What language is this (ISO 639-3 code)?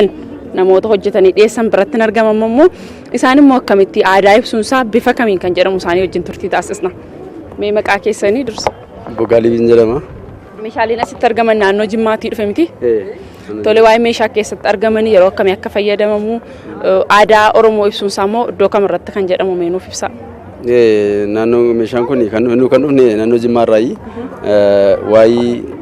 orm